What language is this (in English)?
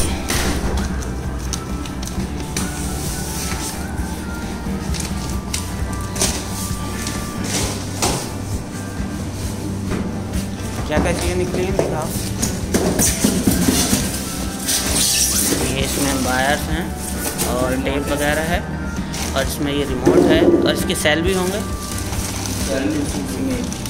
Hindi